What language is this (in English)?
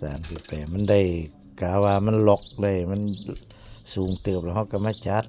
Northeastern Thai